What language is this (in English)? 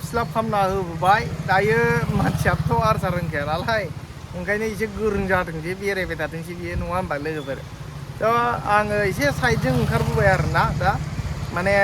Bodo